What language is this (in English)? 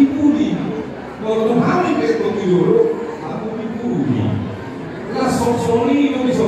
Batak Toba